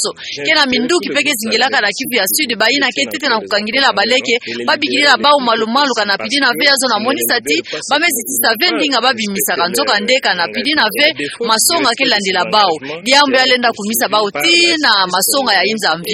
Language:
Kituba (Democratic Republic of Congo)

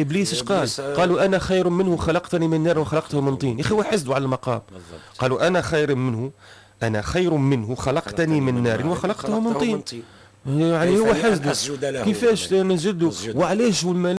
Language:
Tunisian Arabic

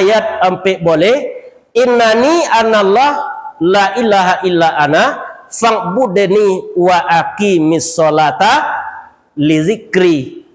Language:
Minangkabau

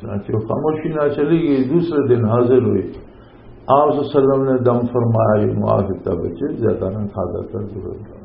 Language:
Western Panjabi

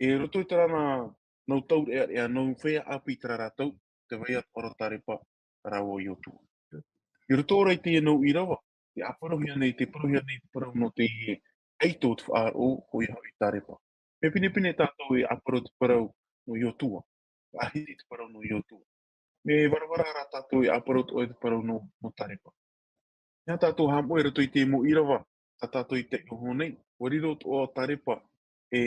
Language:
Tahitian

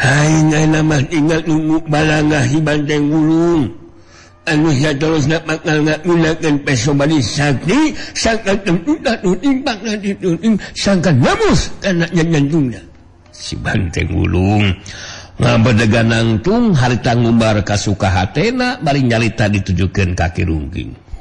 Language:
Sundanese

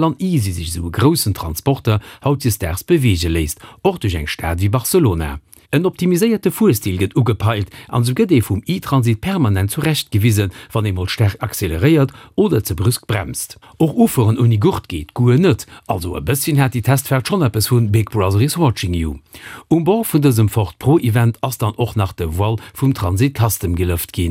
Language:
Luxembourgish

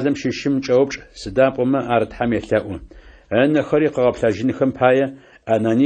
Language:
Adyghe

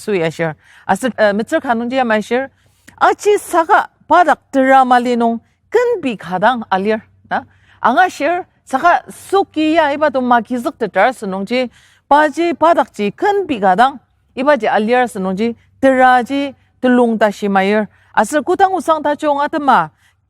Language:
Ao Naga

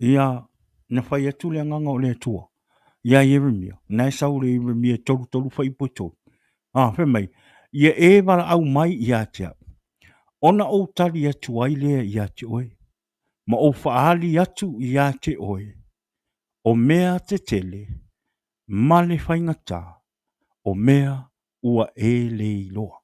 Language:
Samoan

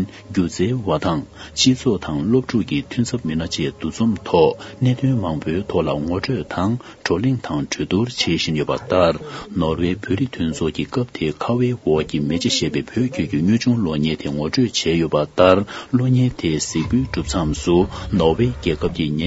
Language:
Tibetan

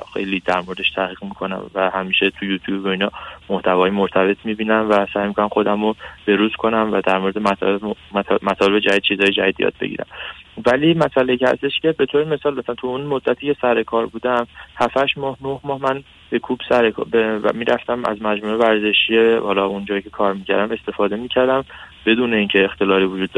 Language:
Persian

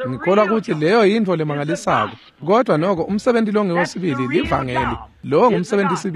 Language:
Swati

